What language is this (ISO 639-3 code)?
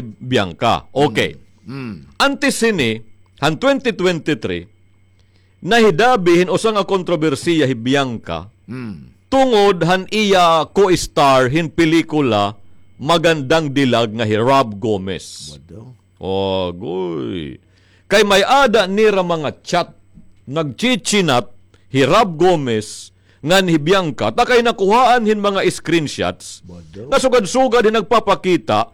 war